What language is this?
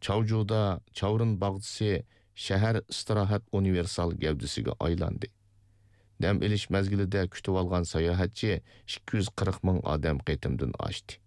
Uyghur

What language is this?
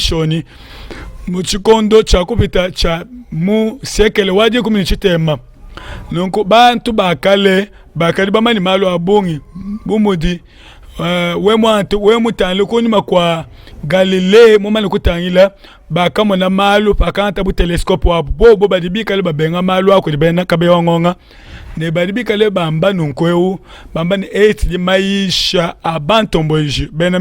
Luba-Lulua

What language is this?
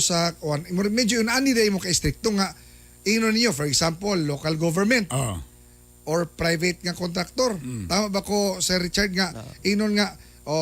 Cebuano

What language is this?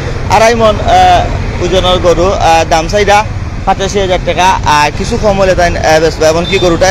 Sylheti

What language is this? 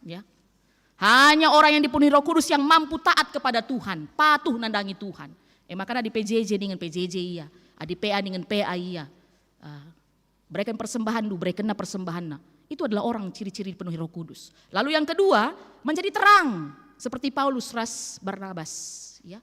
Batak Karo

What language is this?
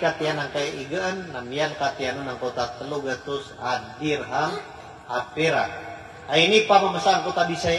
Maranao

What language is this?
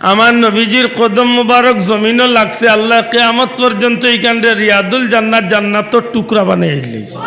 Sylheti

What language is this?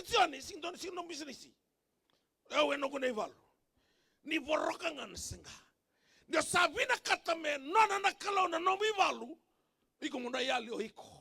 Fijian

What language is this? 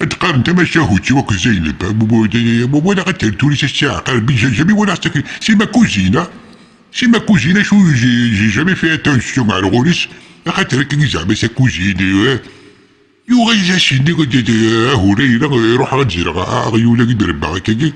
Kabyle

